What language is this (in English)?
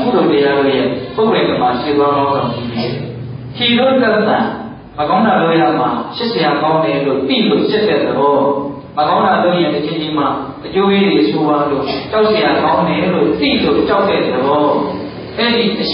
Burmese